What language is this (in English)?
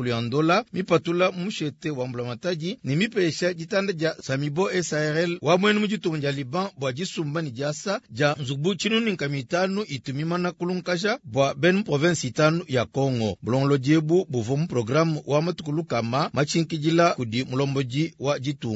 Luba-Lulua